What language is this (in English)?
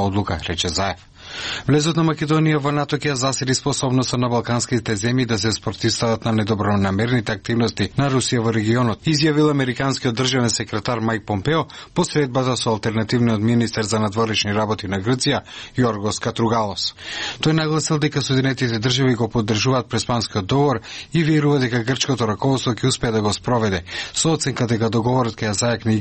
Macedonian